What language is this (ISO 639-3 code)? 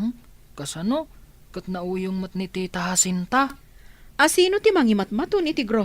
ilo